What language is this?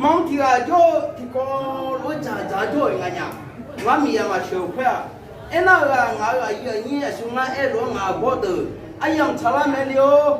Akha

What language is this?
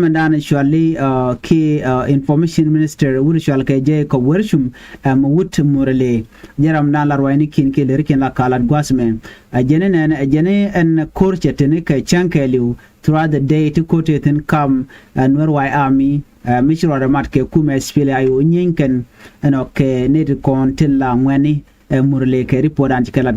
Nuer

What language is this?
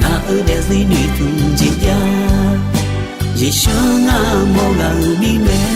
Akha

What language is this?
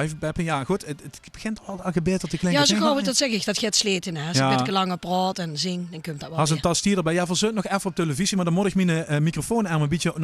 Limburgish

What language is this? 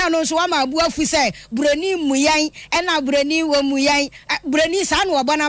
Akan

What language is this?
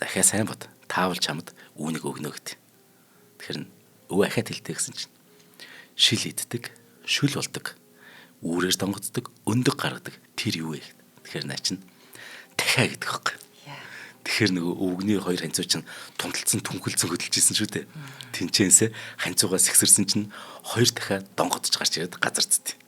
Mongolian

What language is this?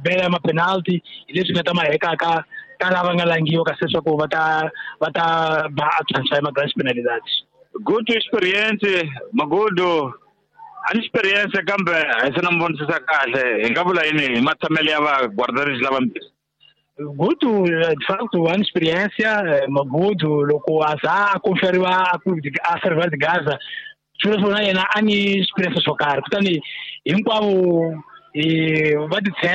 Tsonga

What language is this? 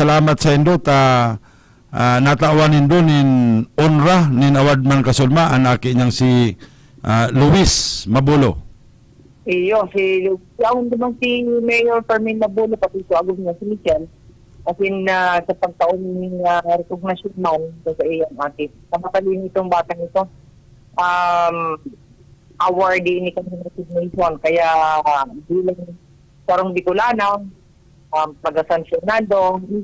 Bikol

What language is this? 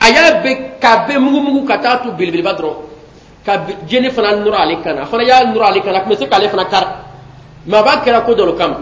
Bambara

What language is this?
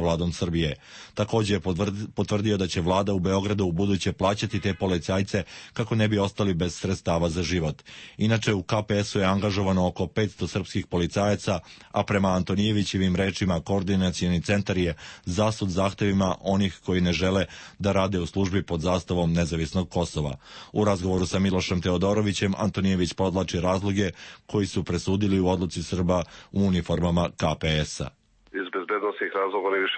Serbian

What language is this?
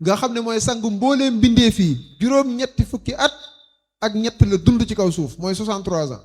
Wolof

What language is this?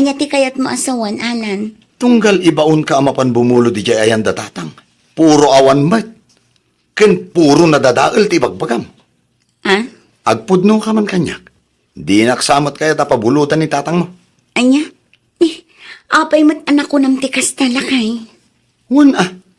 Iloko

